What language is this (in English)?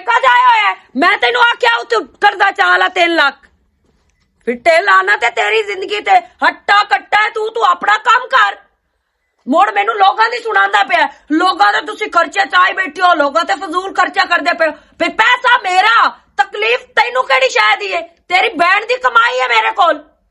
Western Panjabi